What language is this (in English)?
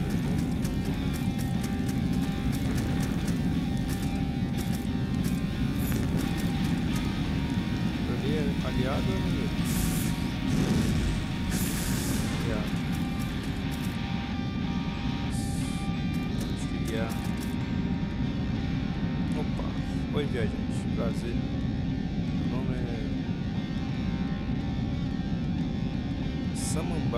Portuguese